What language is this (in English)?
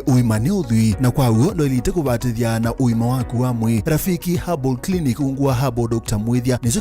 Kamba